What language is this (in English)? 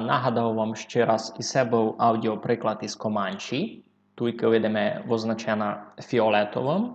Rusyn